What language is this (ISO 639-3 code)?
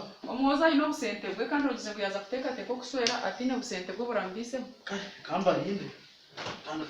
nyn